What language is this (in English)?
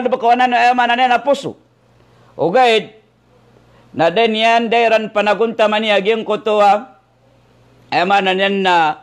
Maranao